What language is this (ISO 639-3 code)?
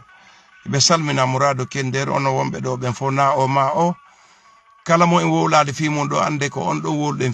ful